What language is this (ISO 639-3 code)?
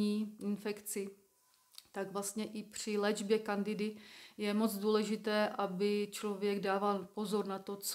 ces